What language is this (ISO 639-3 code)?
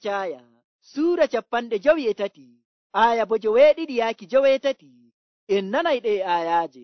fuv